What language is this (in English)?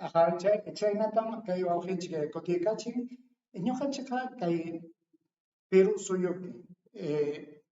Ayacucho Quechua